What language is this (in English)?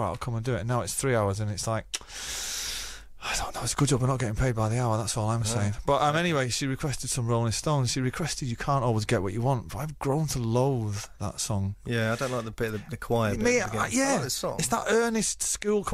English